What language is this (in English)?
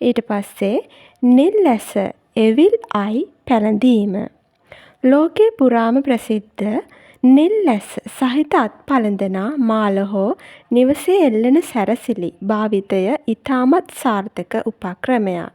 Sinhala